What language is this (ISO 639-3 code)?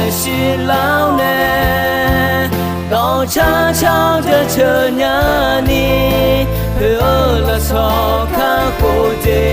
ahk